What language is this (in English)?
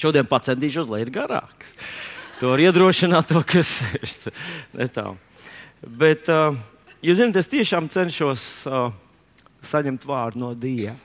Latvian